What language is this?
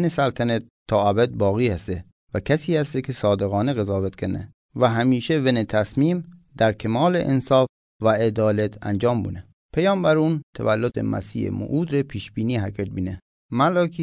Mazanderani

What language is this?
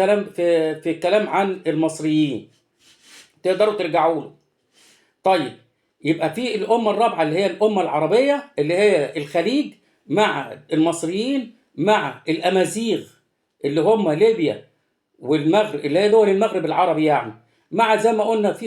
Egyptian Arabic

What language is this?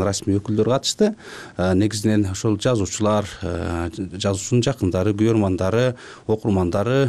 Kyrgyz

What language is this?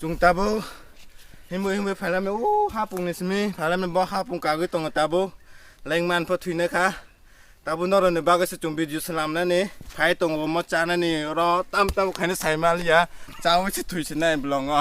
Kok Borok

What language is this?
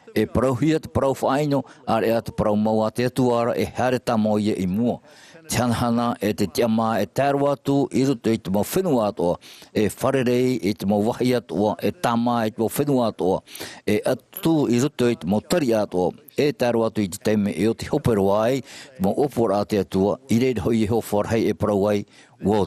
Tahitian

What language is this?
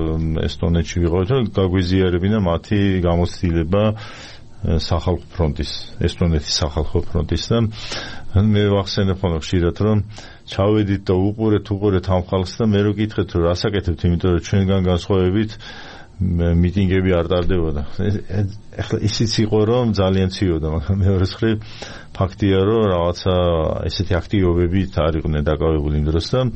Georgian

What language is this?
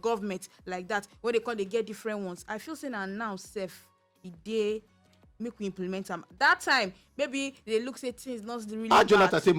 Nigerian Pidgin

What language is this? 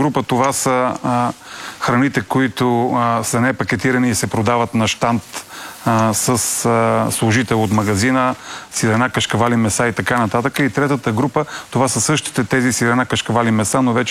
Bulgarian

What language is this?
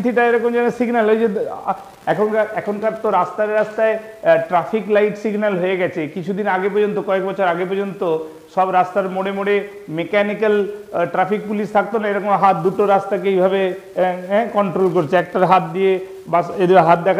Bangla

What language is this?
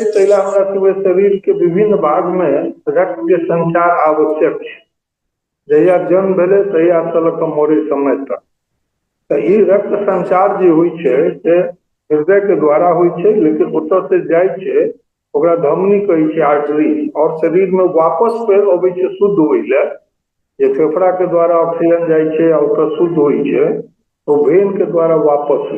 Maithili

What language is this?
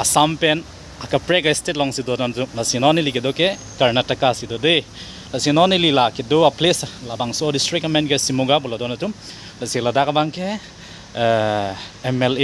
Karbi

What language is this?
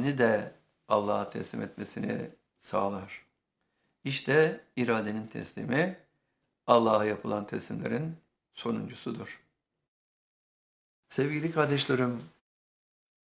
Turkish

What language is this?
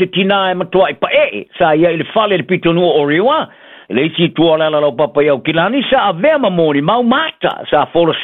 Samoan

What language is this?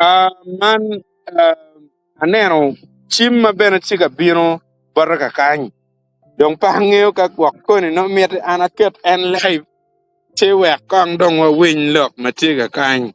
Acoli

